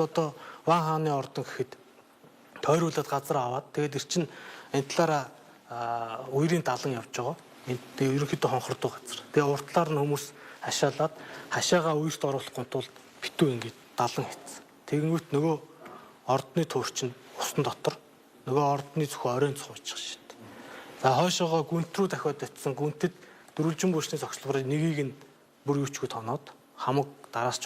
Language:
Mongolian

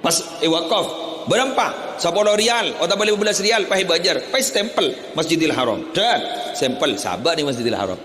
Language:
Madurese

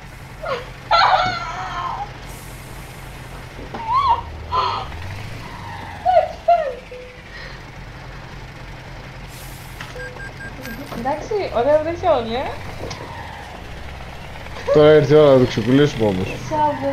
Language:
Greek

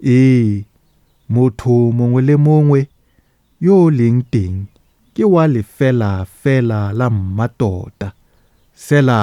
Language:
Tswana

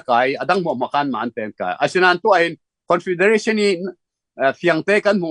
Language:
Falam Chin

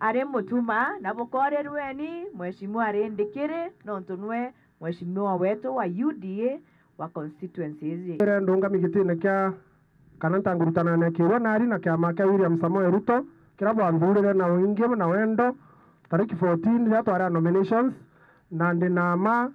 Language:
Meru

